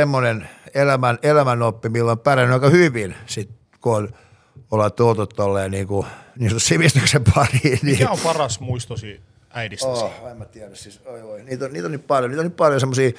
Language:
Finnish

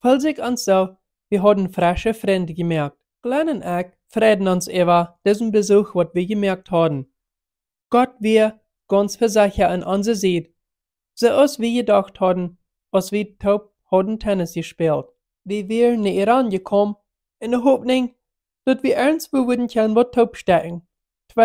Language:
Plautdietsch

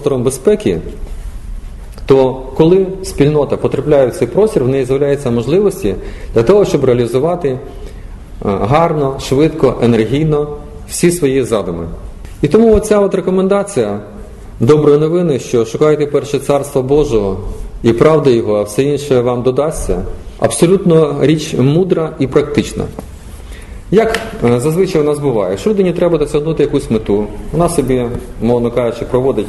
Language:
Ukrainian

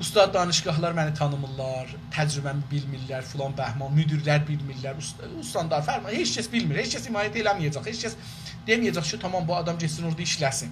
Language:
South Azerbaijani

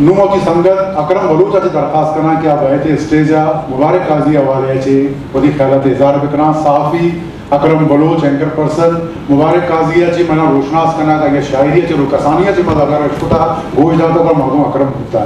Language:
Eastern Balochi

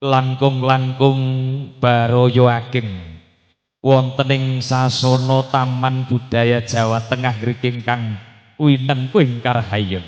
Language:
Javanese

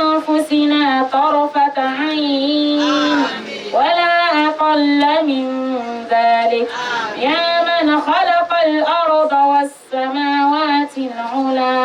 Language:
Dagbani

